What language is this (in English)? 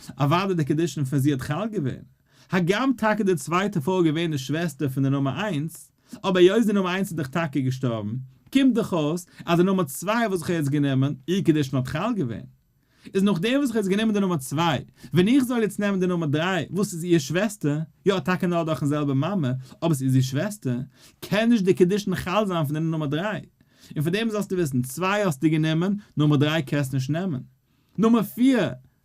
Yiddish